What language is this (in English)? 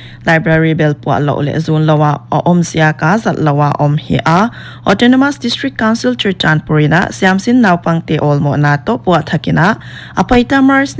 Paite Chin